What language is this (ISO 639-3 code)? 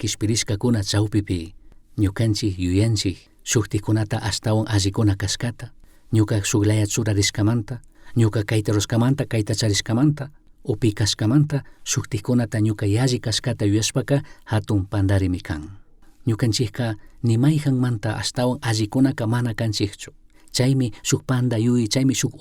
qug